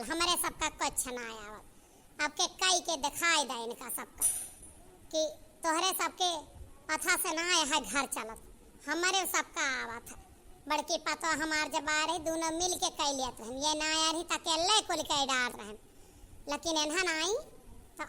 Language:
Awadhi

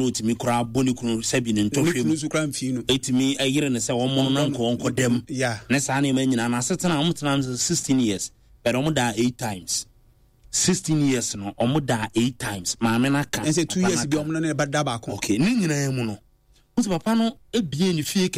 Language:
Akan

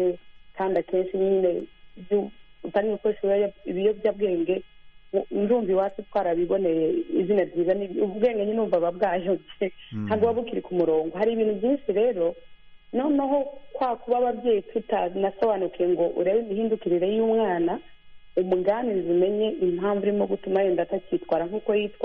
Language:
Kinyarwanda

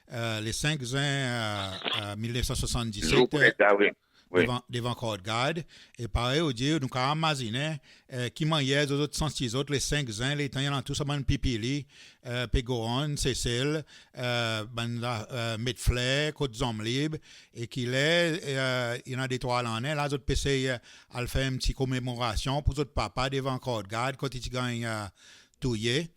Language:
Seselwa Creole French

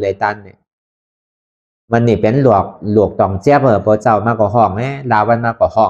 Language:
Shan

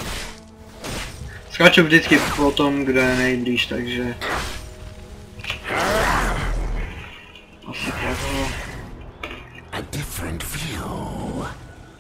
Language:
Czech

